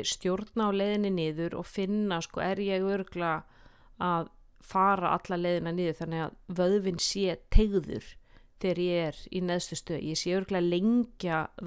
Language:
Icelandic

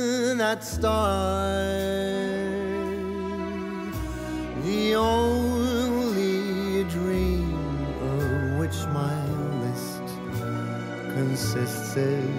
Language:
Estonian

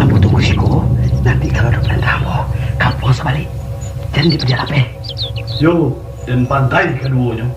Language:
Minangkabau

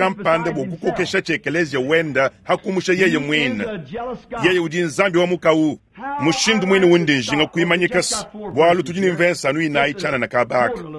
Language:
Luba-Lulua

